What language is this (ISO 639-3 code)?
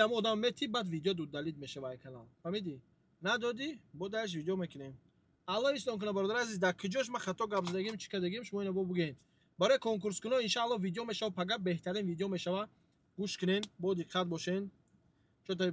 tgk